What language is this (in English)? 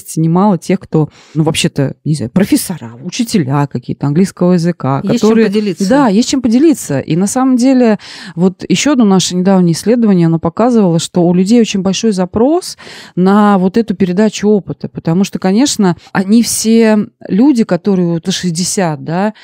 Russian